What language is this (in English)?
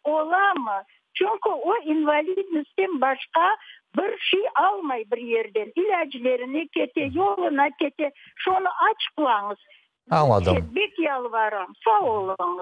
Crimean Tatar